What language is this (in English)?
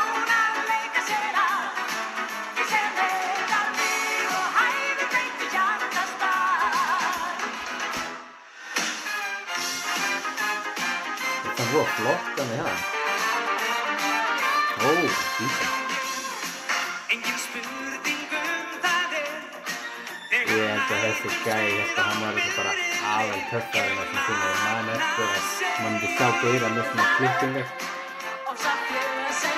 Icelandic